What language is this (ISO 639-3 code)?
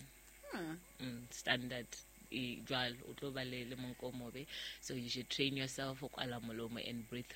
sot